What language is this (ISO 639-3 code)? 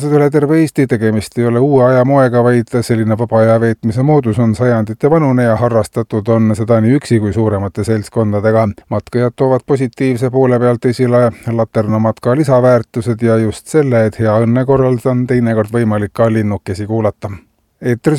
est